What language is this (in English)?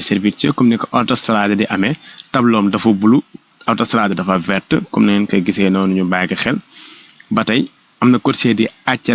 Wolof